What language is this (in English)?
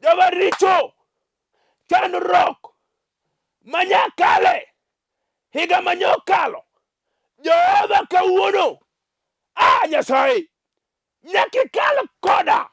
Luo (Kenya and Tanzania)